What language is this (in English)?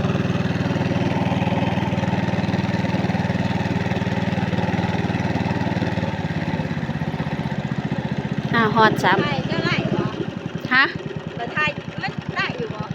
Lao